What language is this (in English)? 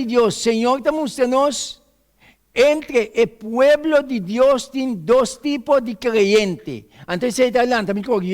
Papiamento